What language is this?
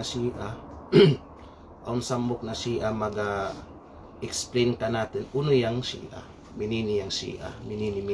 Kalagan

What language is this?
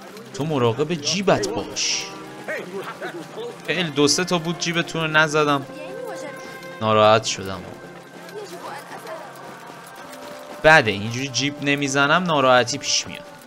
Persian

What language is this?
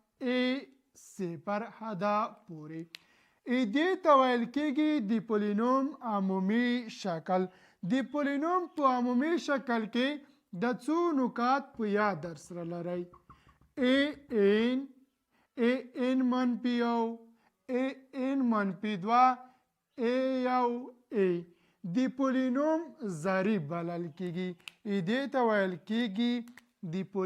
Pashto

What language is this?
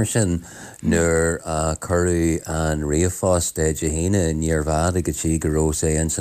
Irish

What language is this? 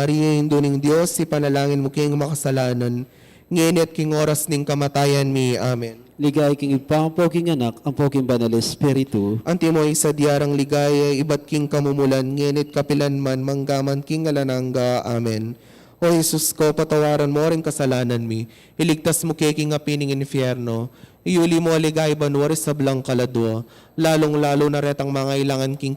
Pampanga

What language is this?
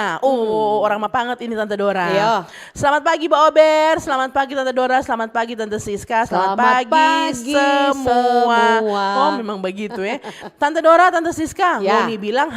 Manado Malay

